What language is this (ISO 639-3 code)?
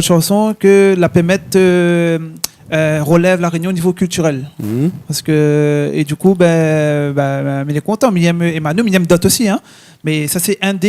rcf